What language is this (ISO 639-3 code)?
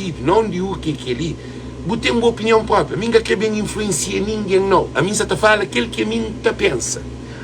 kea